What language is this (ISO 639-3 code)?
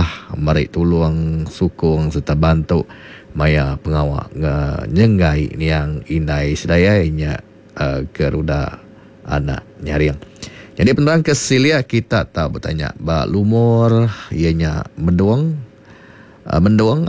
iba